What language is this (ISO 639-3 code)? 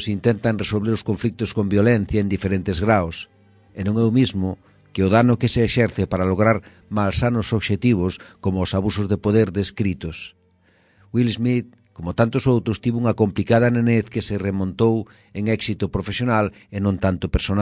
glg